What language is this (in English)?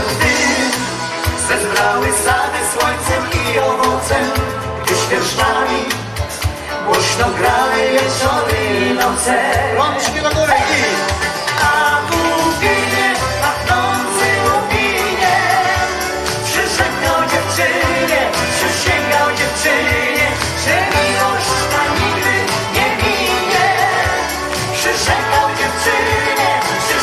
Polish